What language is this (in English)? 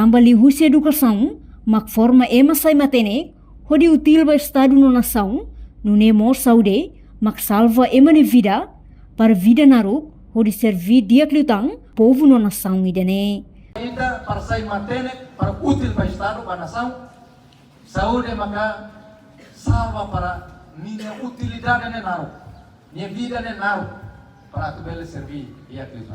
Tetum